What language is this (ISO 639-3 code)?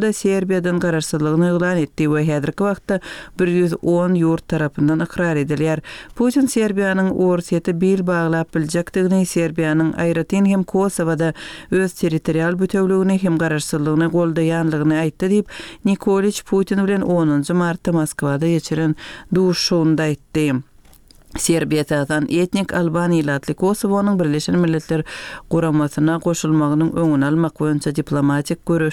tuk